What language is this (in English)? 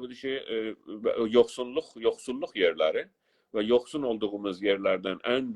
South Azerbaijani